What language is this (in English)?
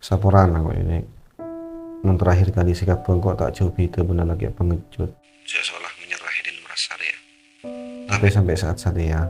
Madurese